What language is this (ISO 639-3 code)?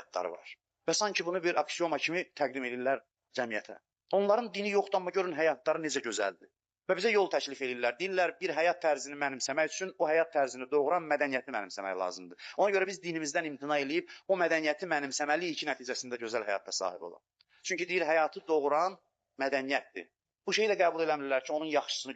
aze